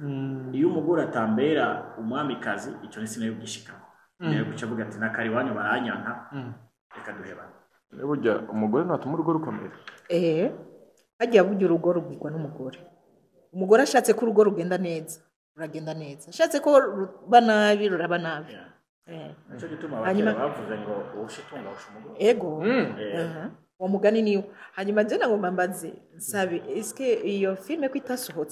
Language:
Rundi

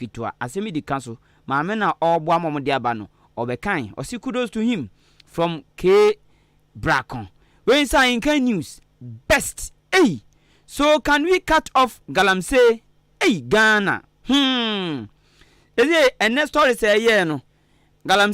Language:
Akan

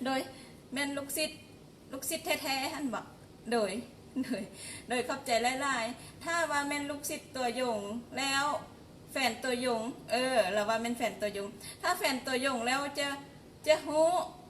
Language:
Lao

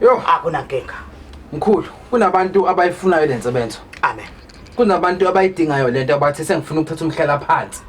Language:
Zulu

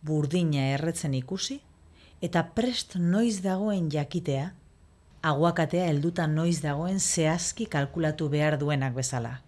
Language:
Basque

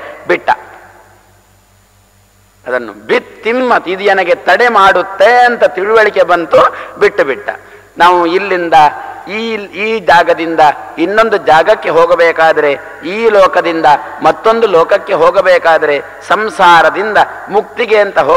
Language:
Kannada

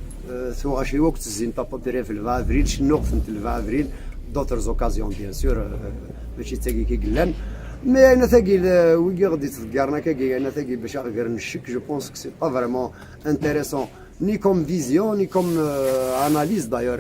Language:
Kabyle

